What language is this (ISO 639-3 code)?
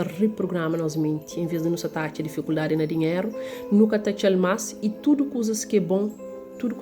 kea